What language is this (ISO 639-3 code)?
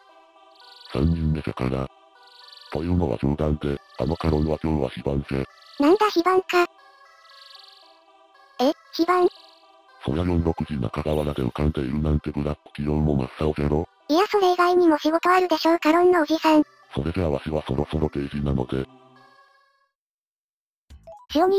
jpn